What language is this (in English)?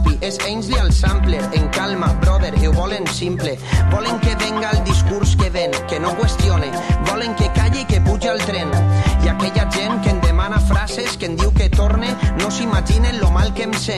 Catalan